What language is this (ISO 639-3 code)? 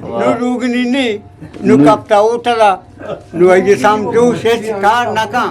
bgp